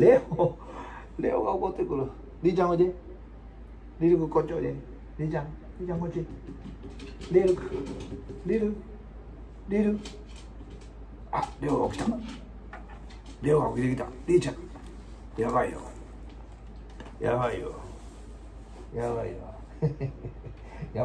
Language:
Japanese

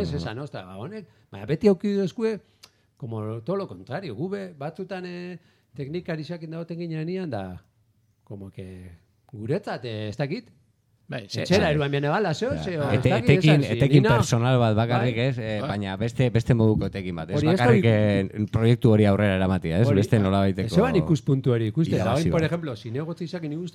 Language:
Basque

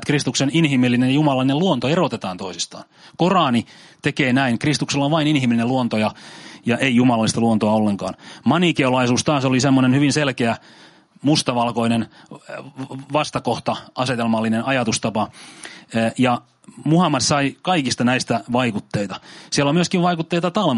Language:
Finnish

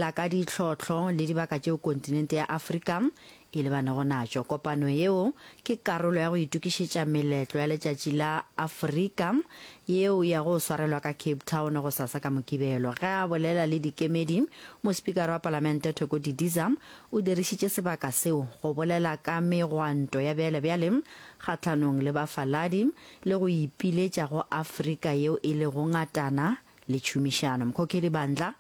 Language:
Northern Sotho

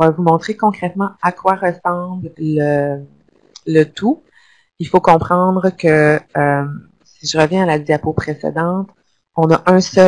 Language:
French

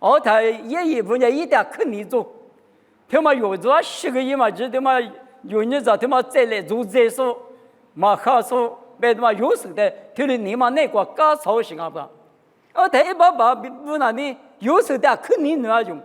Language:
Lisu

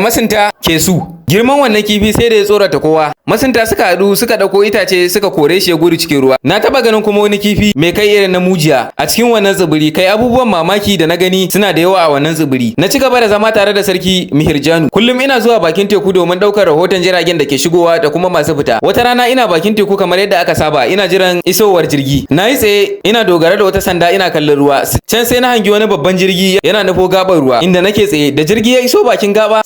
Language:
Hausa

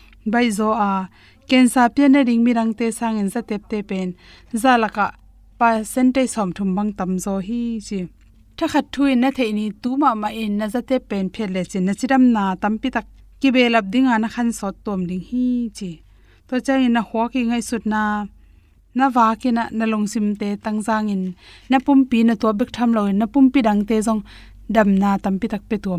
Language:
Tedim Chin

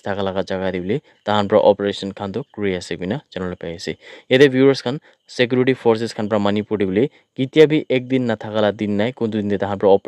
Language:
Naga Pidgin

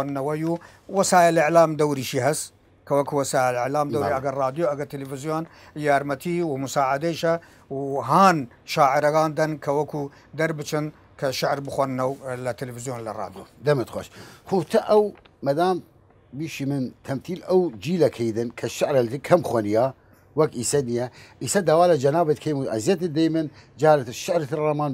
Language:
Southern Kurdish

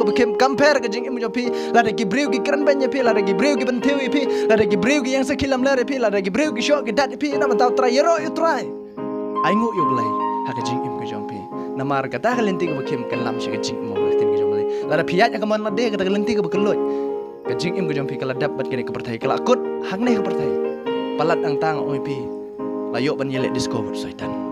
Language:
Khasi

